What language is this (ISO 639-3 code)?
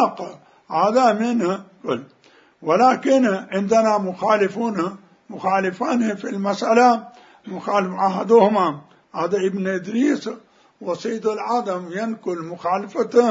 acm